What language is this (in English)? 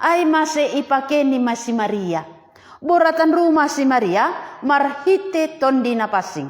Batak Simalungun